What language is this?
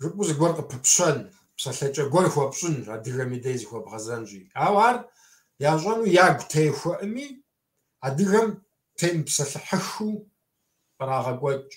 Kabardian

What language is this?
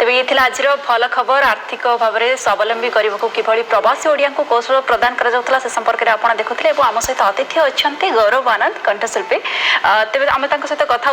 Odia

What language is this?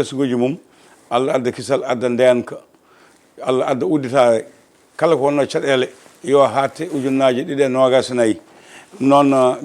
Fula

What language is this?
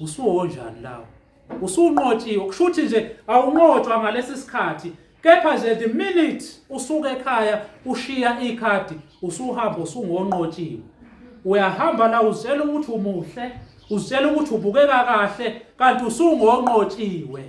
Zulu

